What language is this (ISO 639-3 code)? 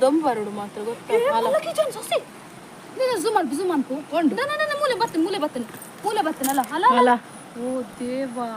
tcy